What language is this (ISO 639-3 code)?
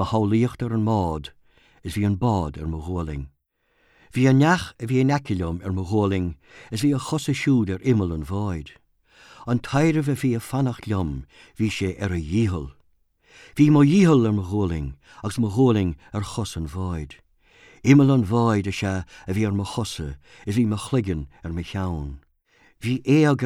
gle